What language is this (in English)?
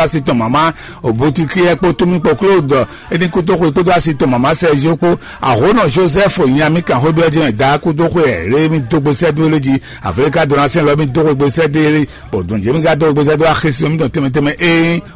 Fon